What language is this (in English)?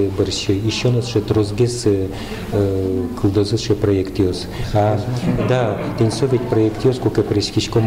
Udmurt